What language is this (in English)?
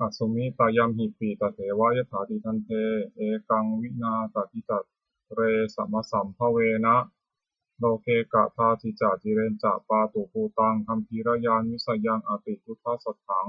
Pali